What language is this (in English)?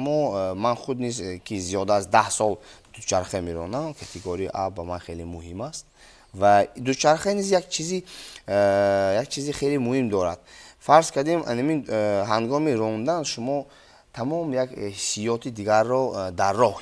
Tajik